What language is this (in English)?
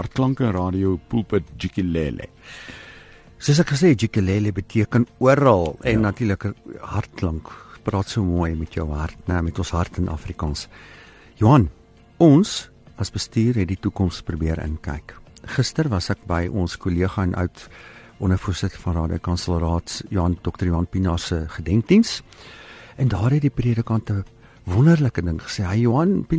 Afrikaans